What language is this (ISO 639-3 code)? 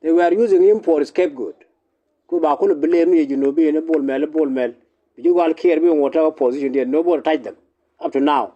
nus